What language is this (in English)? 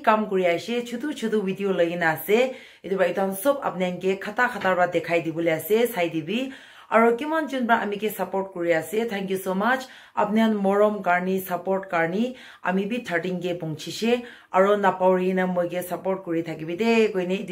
Naga Pidgin